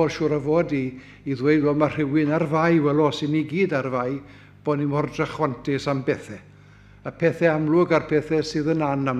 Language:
Welsh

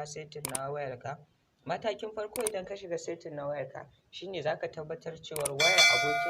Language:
Hausa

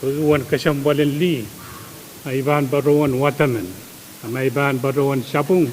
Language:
Pohnpeian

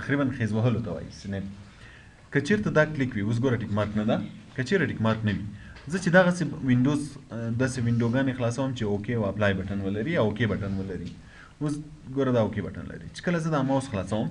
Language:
Pashto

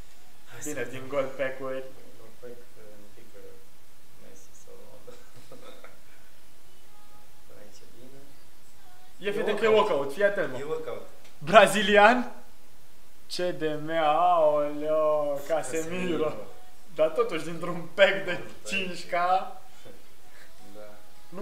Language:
Romanian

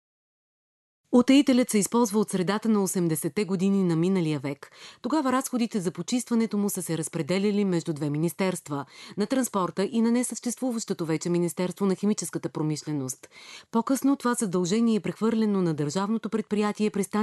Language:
Bulgarian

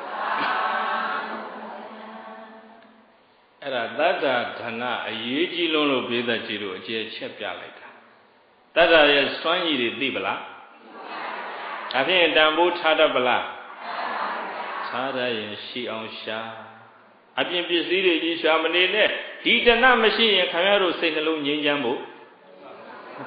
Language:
Burmese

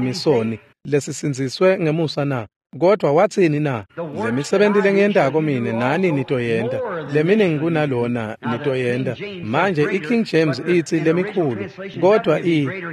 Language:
Swati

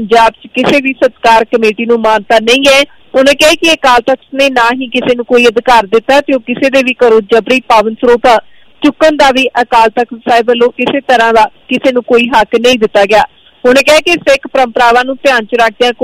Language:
Punjabi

